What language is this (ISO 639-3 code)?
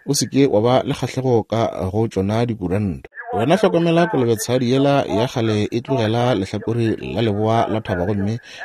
nso